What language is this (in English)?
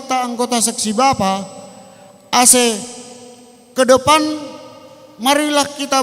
Batak Simalungun